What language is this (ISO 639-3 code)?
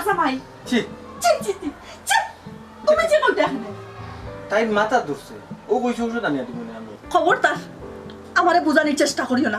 syl